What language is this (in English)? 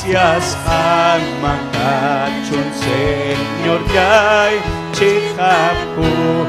Ayacucho Quechua